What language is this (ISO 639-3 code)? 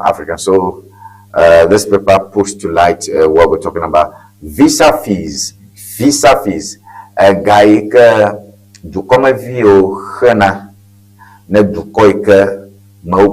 ewe